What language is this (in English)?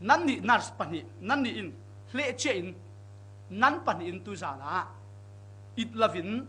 Falam Chin